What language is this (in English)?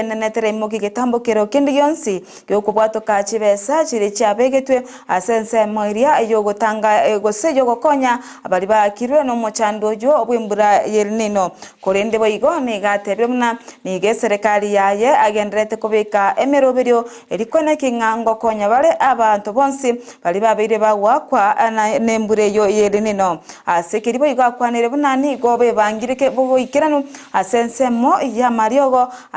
Gusii